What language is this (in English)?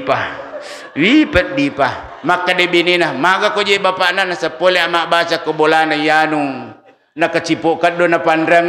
Buginese